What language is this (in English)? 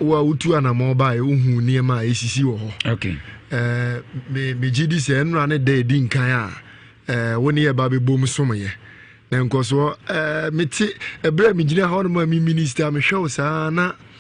Akan